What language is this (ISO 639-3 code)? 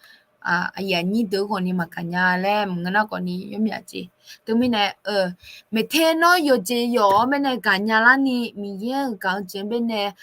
ahk